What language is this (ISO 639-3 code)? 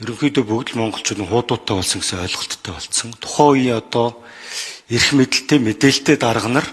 mon